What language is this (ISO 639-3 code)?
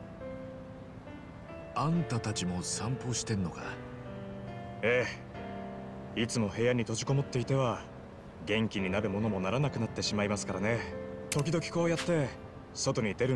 jpn